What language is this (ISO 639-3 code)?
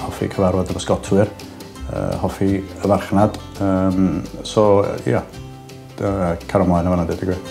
cym